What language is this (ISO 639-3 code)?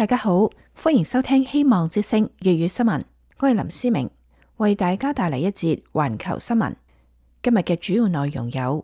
yue